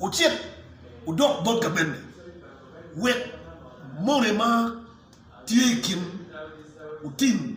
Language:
Acoli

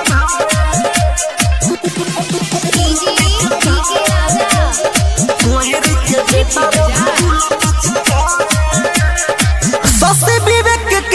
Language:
Bhojpuri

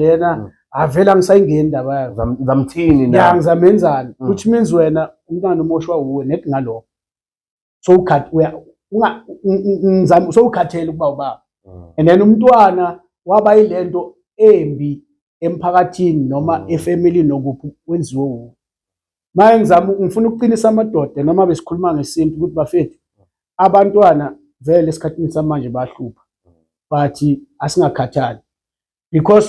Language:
Zulu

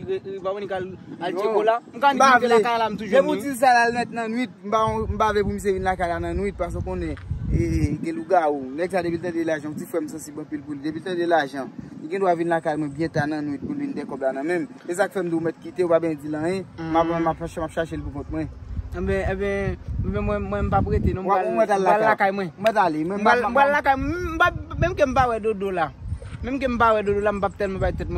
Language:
Haitian Creole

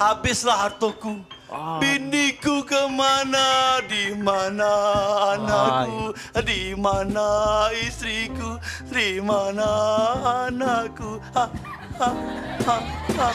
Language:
Musi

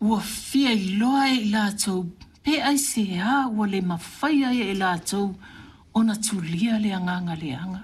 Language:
Samoan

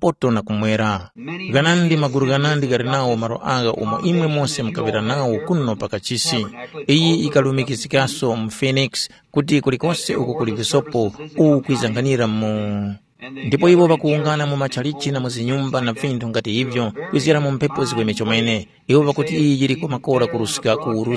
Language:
Tumbuka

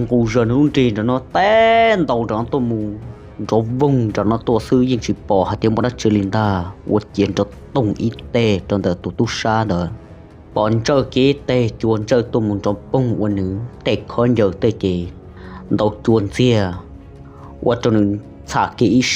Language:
Hmong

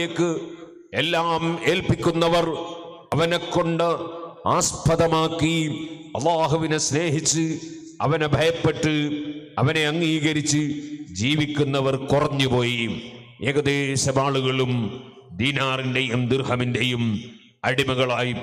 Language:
Malayalam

